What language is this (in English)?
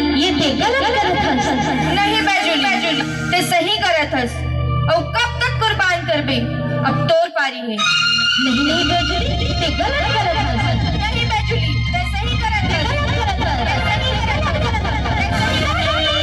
Chhattisgarhi